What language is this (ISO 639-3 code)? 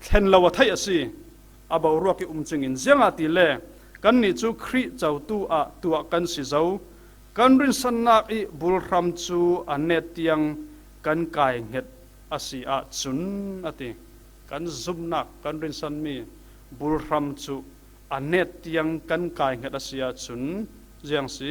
cfm